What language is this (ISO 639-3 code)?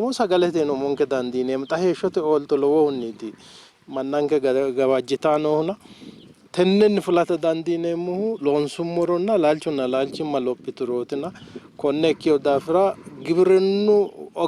sid